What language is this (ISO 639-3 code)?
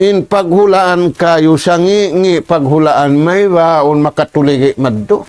tsg